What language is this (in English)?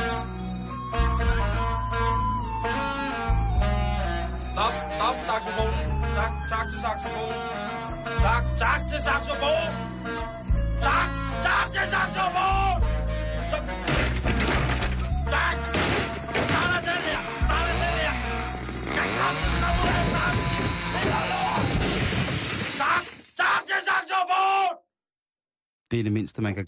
Danish